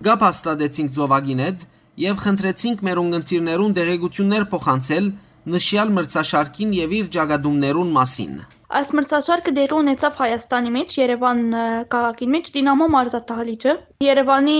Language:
Western Armenian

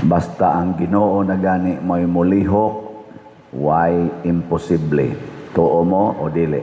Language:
Cebuano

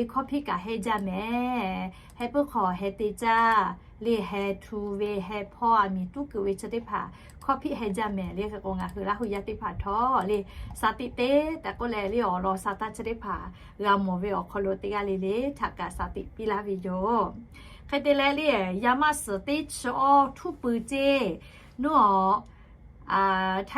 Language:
Lahu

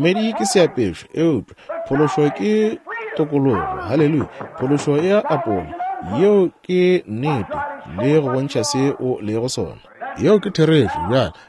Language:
Northern Sotho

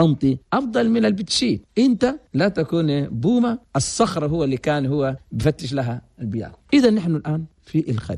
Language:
Chadian Arabic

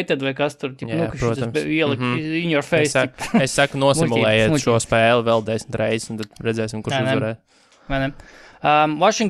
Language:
Latvian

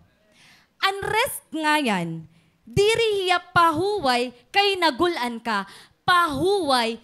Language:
Waray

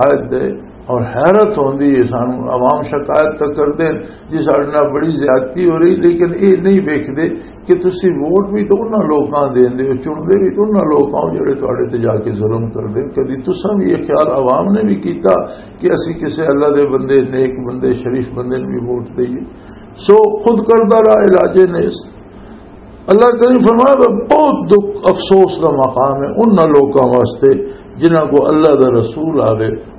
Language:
Western Panjabi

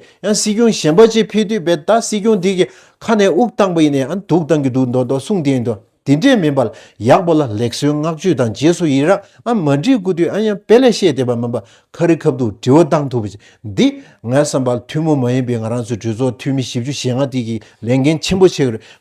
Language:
Tibetan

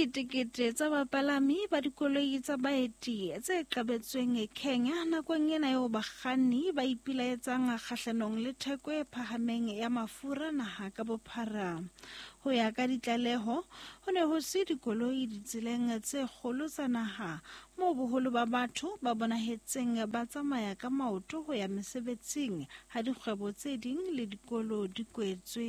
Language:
Southern Sotho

